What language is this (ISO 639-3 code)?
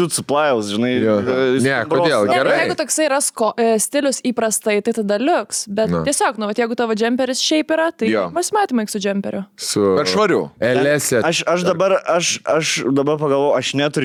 lit